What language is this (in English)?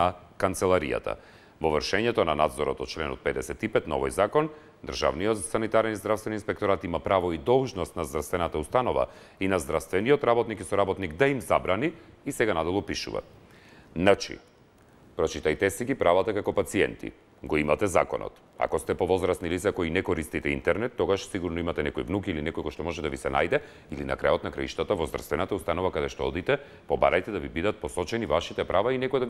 Macedonian